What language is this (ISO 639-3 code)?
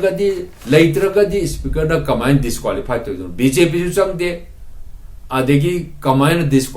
mni